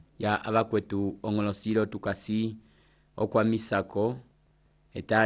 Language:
Umbundu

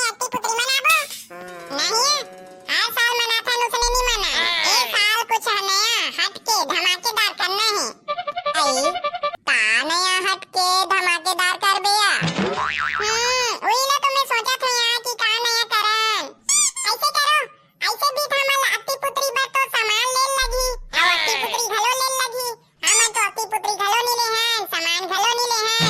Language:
Chhattisgarhi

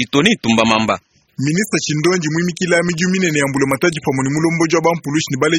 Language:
Luba-Lulua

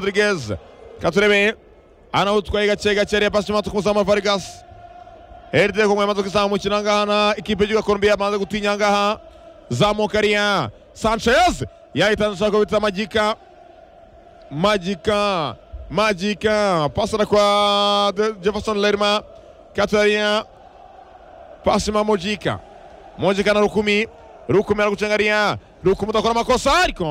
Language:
Kinyarwanda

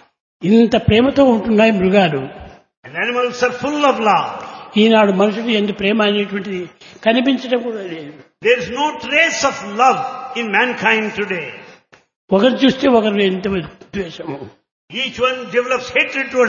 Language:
Telugu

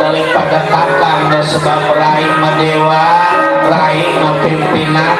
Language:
Betawi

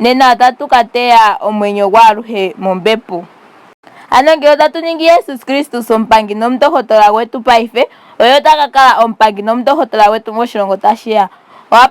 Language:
Ndonga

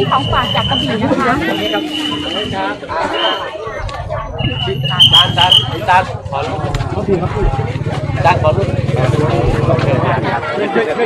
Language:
Thai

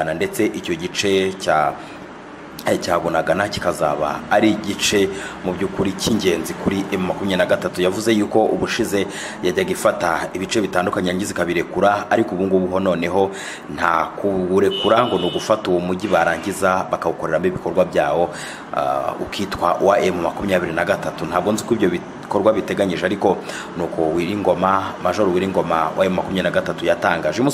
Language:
Kinyarwanda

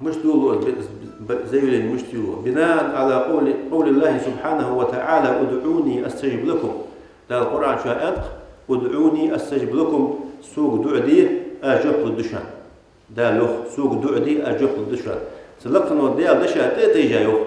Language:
Ingush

